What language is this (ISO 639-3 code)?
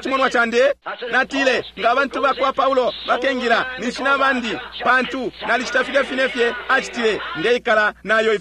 bem